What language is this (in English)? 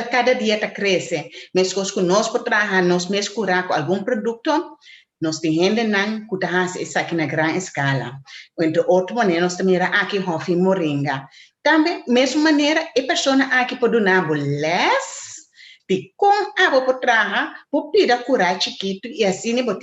Papiamento